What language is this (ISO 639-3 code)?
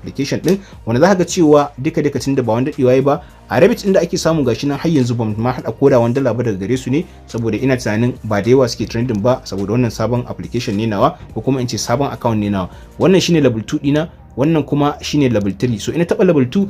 hau